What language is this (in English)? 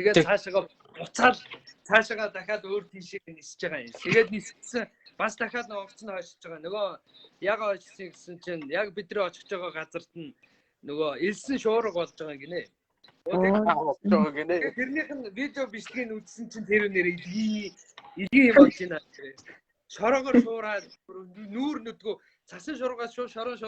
Mongolian